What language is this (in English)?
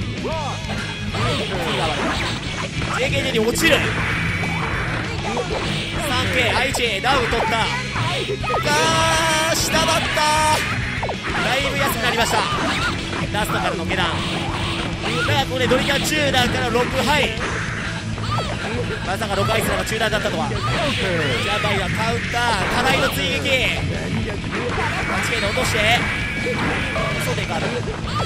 Japanese